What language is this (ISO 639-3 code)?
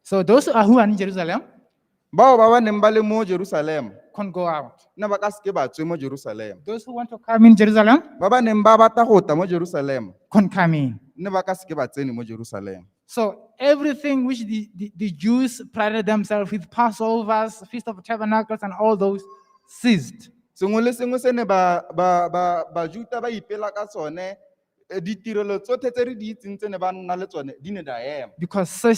tsn